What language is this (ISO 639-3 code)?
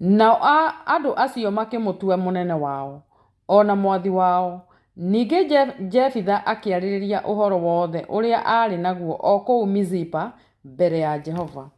kik